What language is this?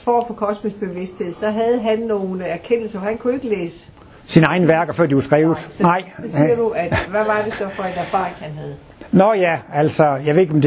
Danish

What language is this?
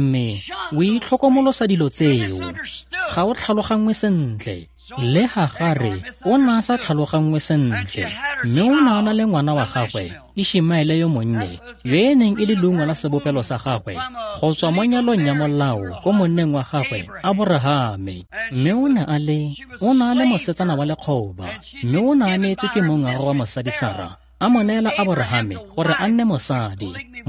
Tswana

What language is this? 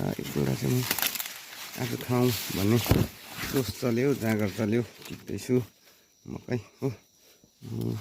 Nepali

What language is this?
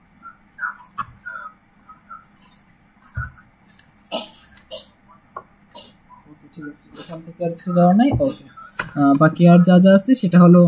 Bangla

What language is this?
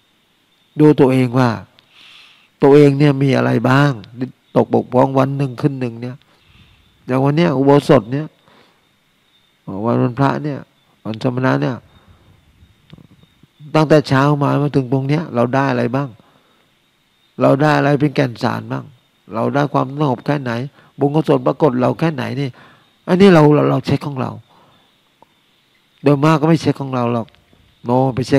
Thai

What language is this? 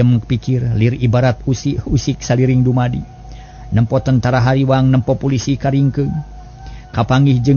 Sundanese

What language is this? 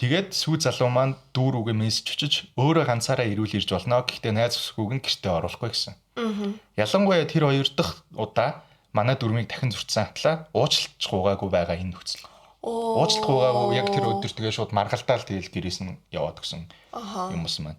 Mongolian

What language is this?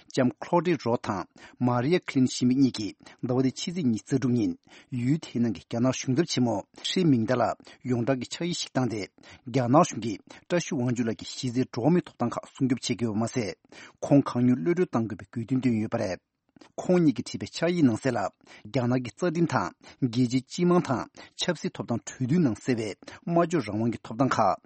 Tibetan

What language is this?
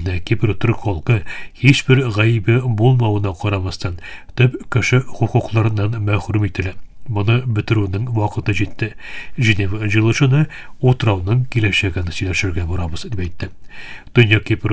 Tatar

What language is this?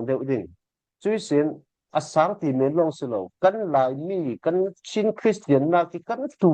Falam Chin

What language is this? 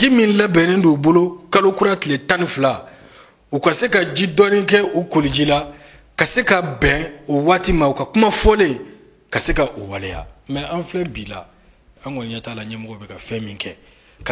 Bambara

